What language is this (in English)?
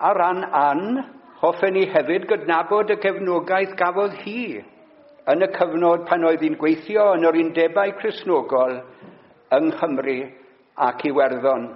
Welsh